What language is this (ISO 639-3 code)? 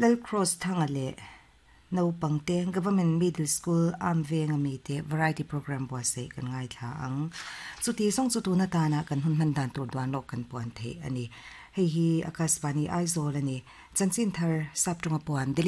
lus